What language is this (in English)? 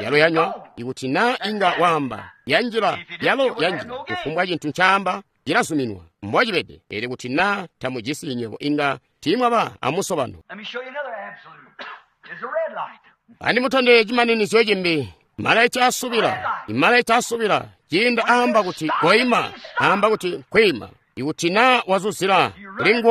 Tonga (Zambia)